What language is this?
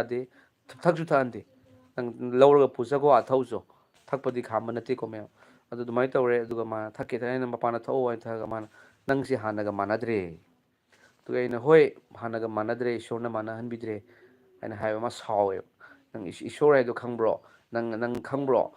Manipuri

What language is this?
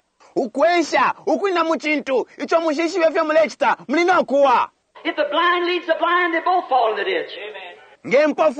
Bemba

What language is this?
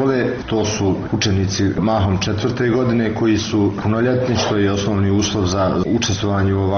Bosnian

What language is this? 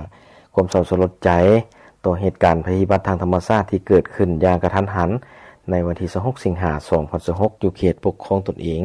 Lao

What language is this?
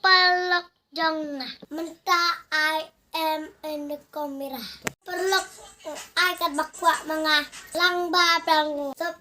Khasi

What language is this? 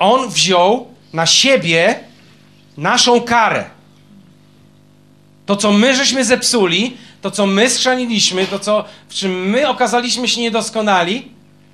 Polish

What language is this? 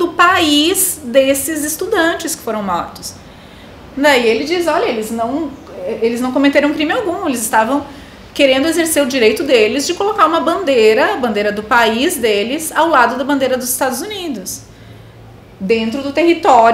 Portuguese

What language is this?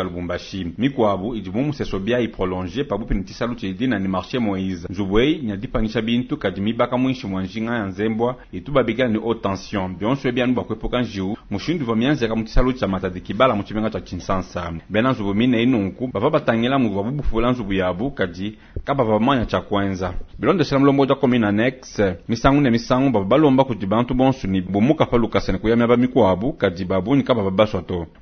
Luba-Lulua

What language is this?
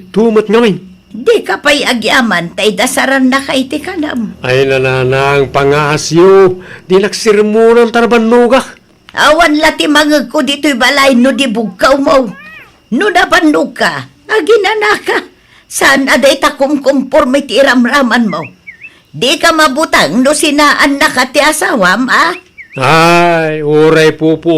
Iloko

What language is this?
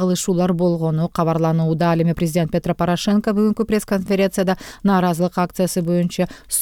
Kyrgyz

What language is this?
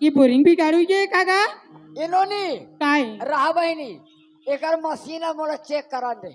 Chhattisgarhi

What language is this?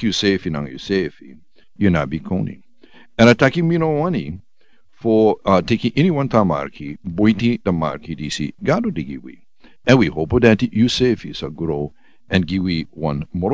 Sranan Tongo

